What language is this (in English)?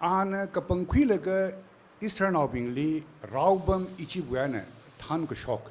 Tangkhul Naga (India)